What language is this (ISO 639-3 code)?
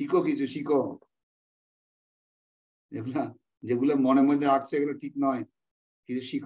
ben